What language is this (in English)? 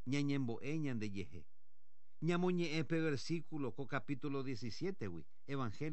Guarani